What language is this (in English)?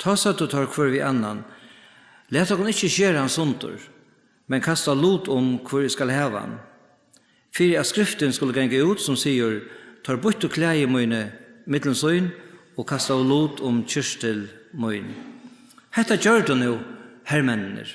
Faroese